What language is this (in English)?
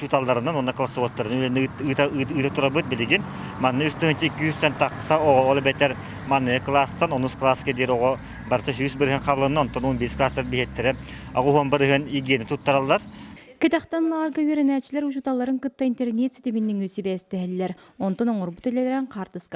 Yakut